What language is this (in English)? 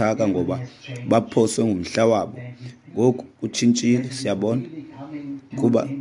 Xhosa